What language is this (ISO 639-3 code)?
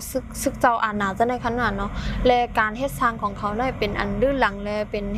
shn